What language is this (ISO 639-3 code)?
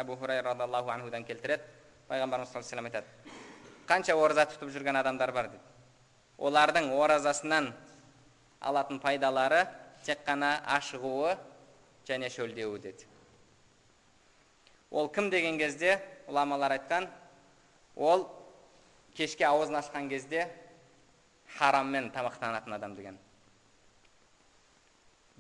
kaz